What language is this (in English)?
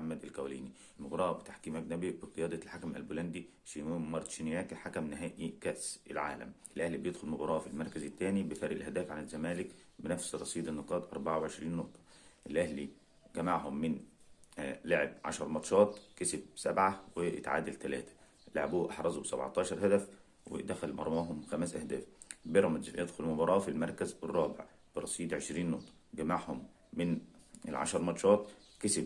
Egyptian Arabic